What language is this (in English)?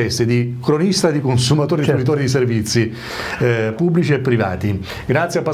Italian